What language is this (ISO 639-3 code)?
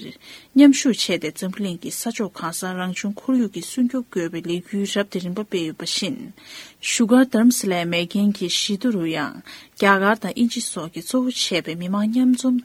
bod